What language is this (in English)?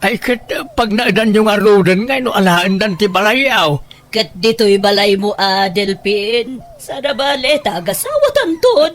Iloko